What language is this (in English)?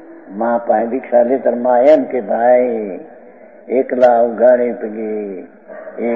Gujarati